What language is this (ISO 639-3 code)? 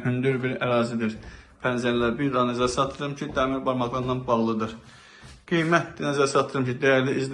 aze